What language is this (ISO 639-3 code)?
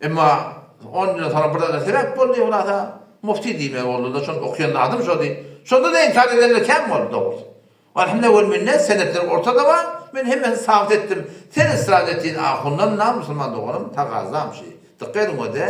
tuk